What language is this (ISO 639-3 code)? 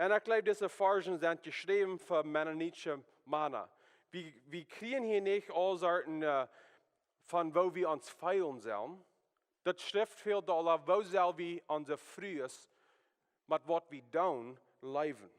pdt